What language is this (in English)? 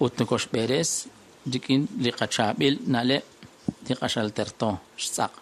Kekchí